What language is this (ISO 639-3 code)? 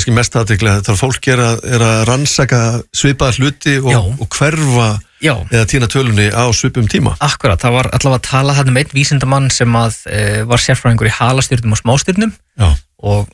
isl